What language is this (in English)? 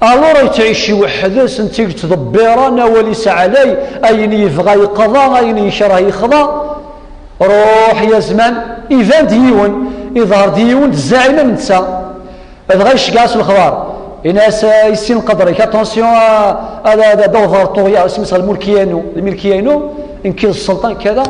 Kabyle